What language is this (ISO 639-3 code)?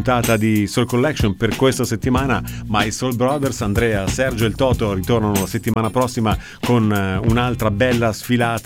ita